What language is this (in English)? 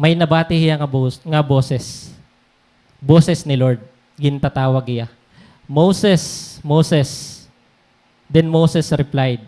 Waray